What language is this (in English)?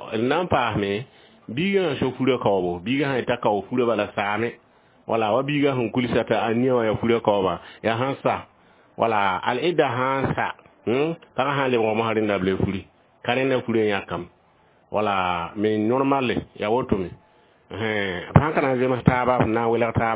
Mossi